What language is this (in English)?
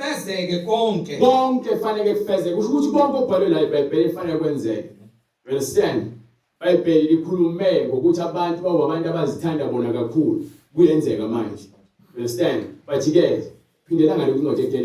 Zulu